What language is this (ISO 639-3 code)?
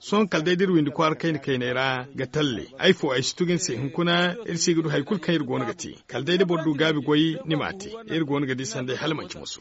dje